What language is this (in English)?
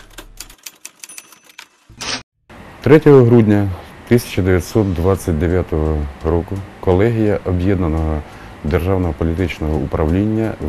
Ukrainian